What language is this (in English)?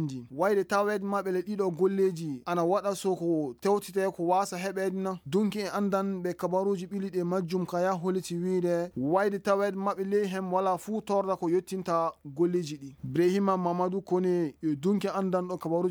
Fula